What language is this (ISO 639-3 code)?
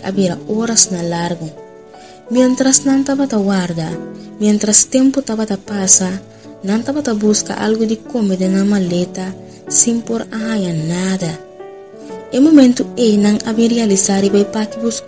pap